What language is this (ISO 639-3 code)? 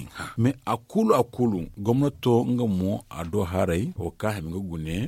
dje